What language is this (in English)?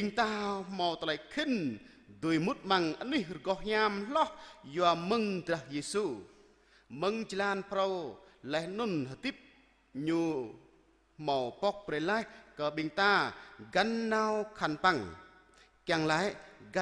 Jarai